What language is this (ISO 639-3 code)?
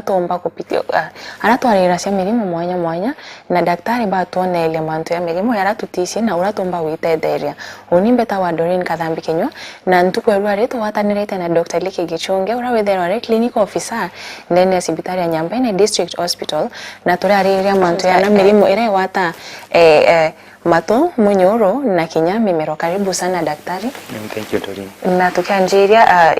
mer